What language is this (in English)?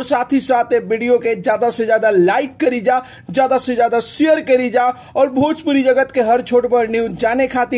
Bhojpuri